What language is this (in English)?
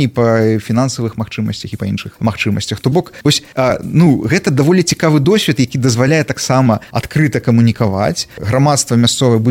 Belarusian